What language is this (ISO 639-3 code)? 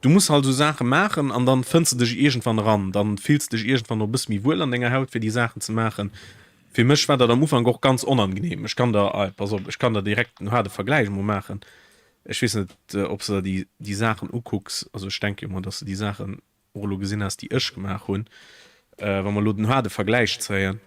ltz